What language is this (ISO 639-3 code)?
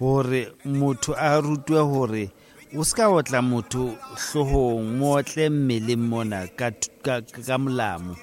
sot